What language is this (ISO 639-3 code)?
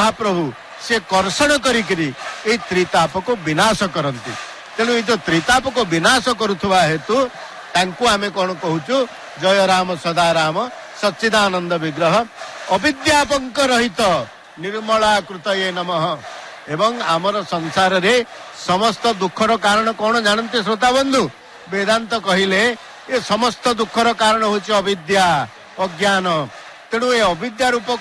ori